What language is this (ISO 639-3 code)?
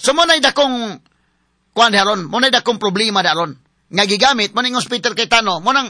ceb